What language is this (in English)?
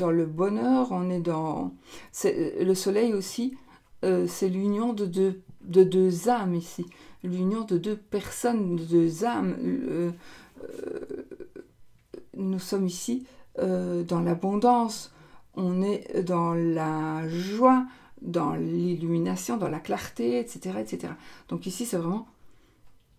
French